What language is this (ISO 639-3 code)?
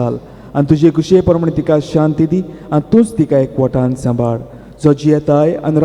kok